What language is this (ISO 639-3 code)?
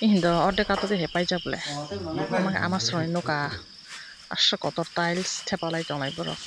trp